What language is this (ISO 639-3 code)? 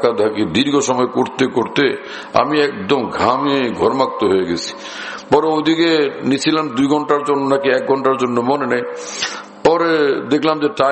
ben